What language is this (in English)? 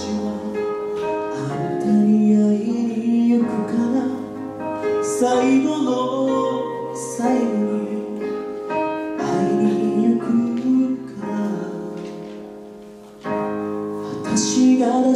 Japanese